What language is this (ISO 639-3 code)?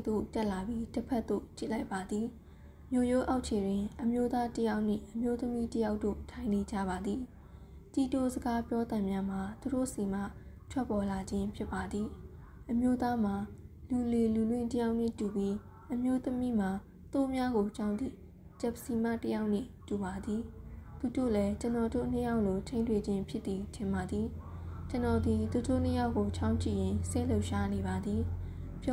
mya